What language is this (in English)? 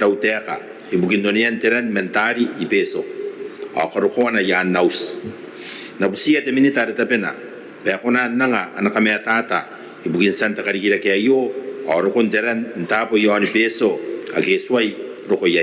Gilbertese